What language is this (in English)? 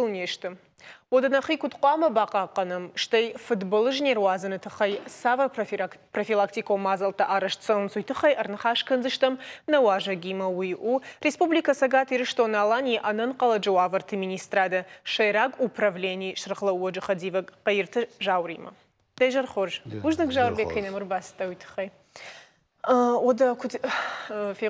Ossetic